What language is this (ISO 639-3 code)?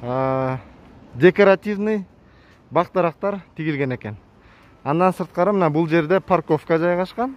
kir